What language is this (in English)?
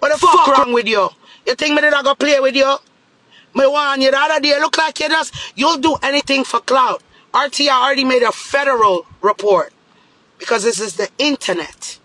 Jamaican Creole English